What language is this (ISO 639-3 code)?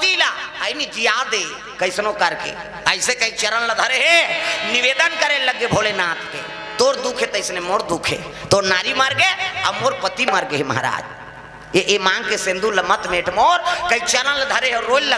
hne